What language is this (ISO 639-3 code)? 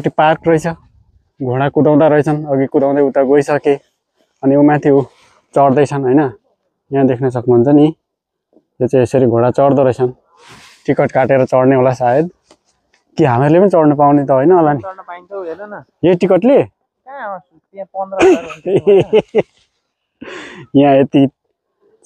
nep